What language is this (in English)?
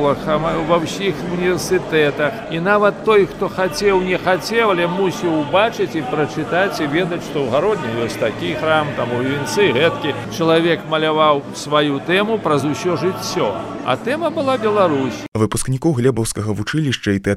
Belarusian